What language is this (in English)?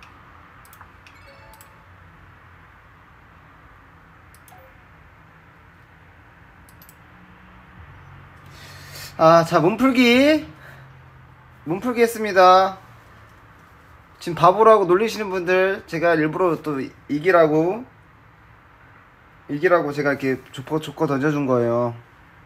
Korean